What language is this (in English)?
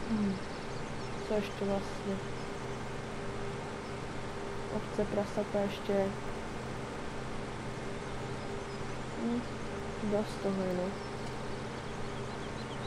Czech